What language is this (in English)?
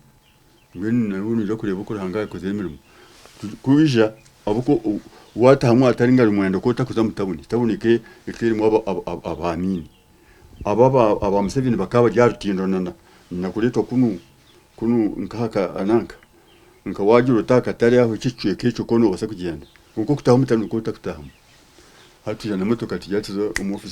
Nyankole